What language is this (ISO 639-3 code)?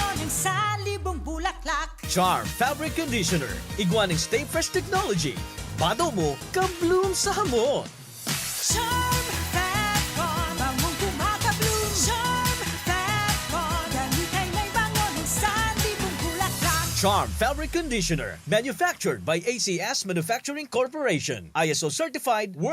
bik